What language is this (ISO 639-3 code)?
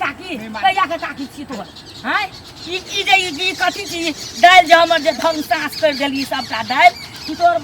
mai